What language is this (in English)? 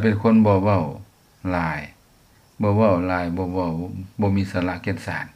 Lao